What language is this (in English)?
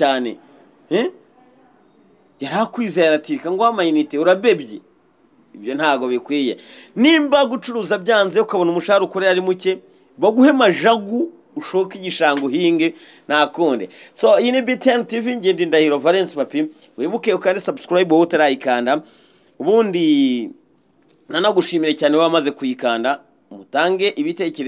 Kinyarwanda